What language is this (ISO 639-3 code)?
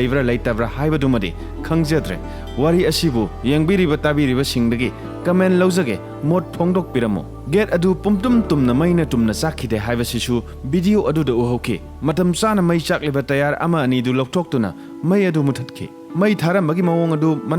mni